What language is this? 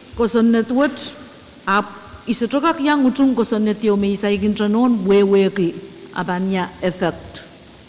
Pohnpeian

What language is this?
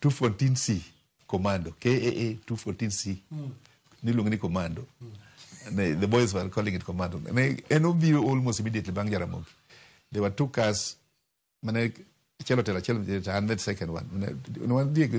Luo (Kenya and Tanzania)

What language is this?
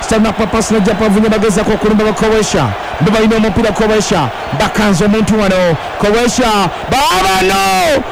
Ganda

